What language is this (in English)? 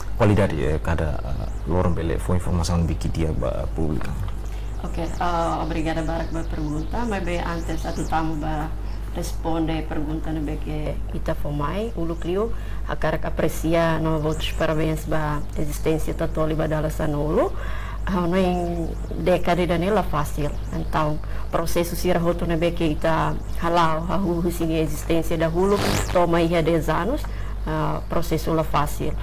Tetum